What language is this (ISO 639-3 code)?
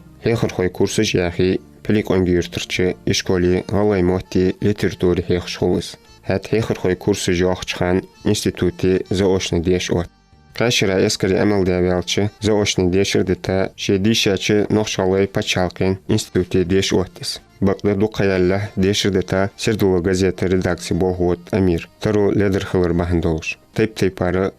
inh